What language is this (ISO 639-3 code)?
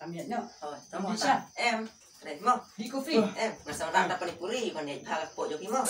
kha